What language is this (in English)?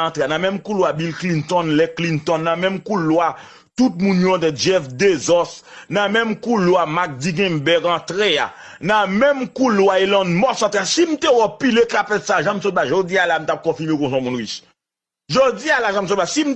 Haitian Creole